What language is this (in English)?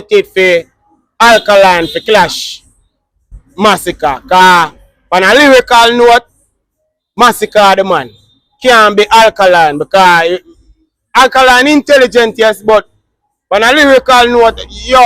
Jamaican Creole English